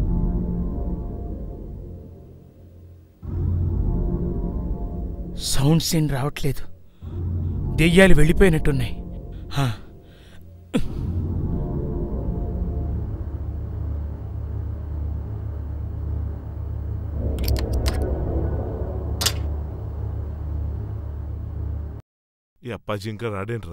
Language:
Telugu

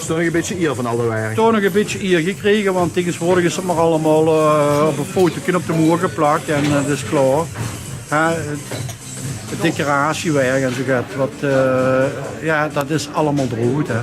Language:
Limburgish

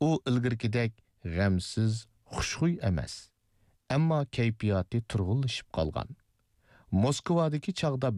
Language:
Uyghur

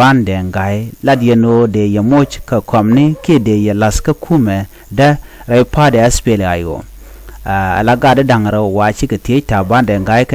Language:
Nuer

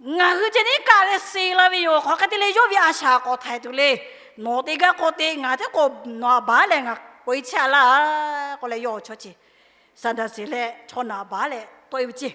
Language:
Lahu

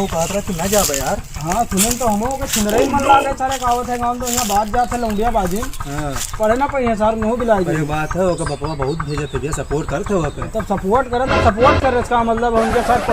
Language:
Awadhi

